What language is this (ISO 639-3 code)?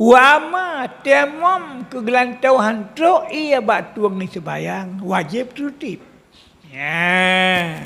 ace